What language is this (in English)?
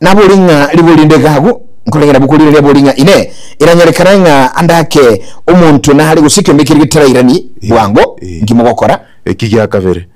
Gusii